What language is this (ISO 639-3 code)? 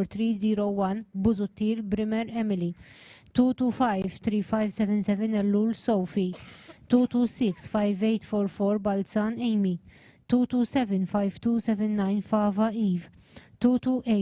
eng